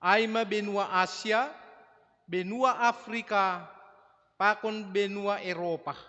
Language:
Batak Simalungun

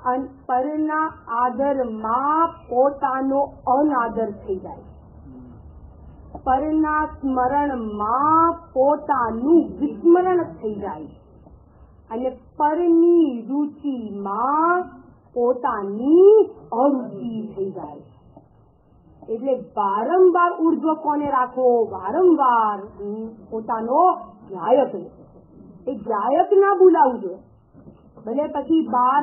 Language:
Gujarati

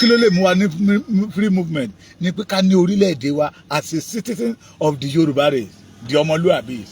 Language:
Yoruba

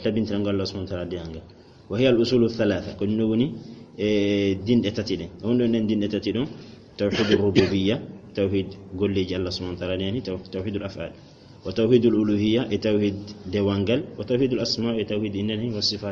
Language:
Fula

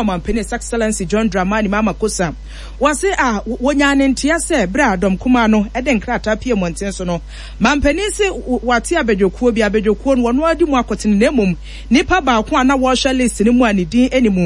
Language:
Akan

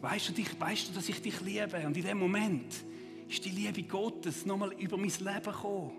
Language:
Swiss German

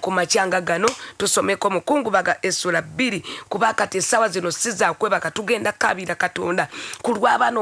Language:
Ganda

